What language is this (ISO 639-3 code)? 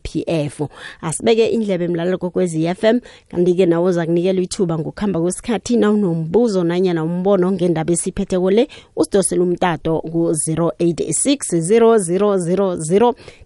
nbl